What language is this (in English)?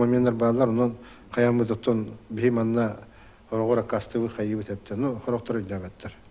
Yakut